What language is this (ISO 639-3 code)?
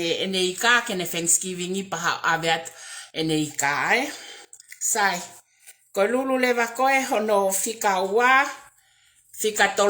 ton